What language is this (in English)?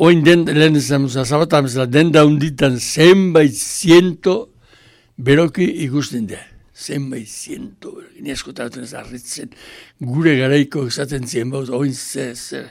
Basque